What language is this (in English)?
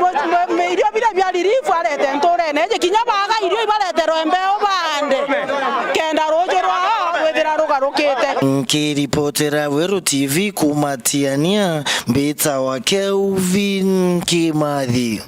Meru